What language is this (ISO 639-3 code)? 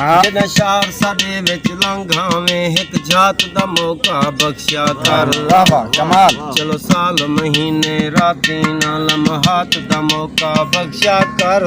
skr